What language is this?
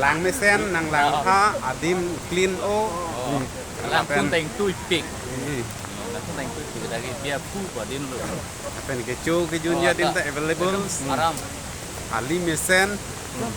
Karbi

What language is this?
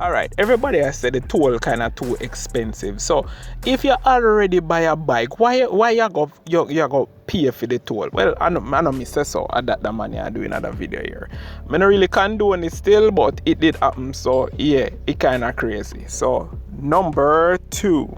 Jamaican Creole English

